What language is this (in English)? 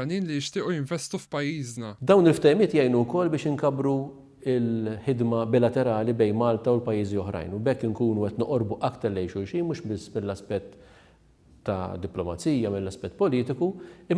Maltese